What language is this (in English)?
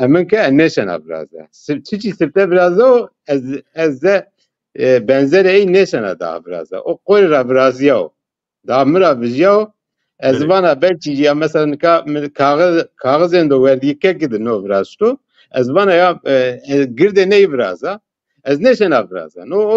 Zaza